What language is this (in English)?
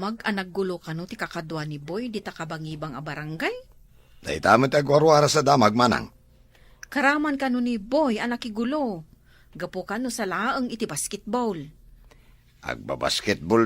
Iloko